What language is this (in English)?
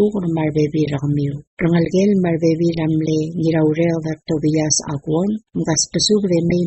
Palauan